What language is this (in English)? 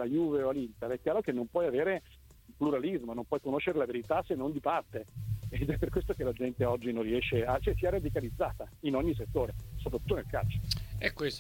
Italian